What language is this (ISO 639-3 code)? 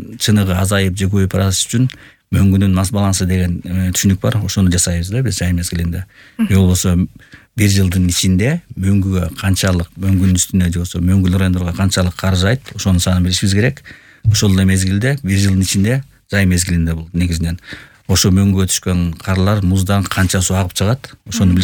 kir